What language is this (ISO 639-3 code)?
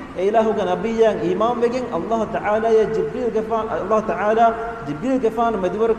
div